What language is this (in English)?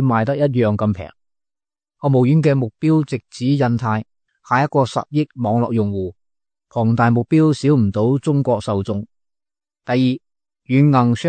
Cantonese